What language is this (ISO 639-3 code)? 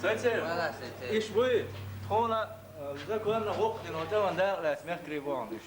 che